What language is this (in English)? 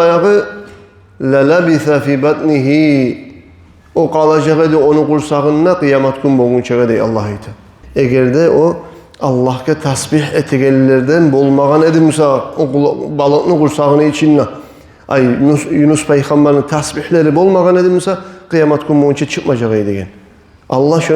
Kumyk